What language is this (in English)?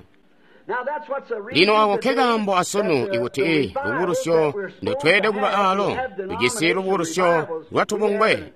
Tonga (Zambia)